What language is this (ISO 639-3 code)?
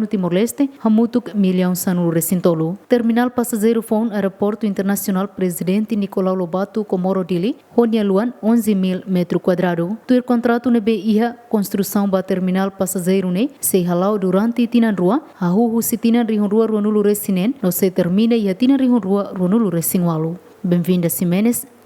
tet